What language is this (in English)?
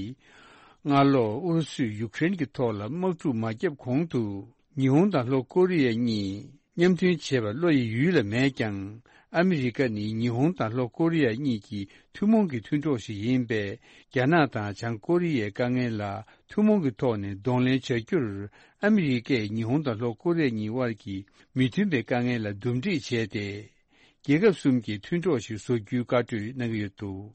Tibetan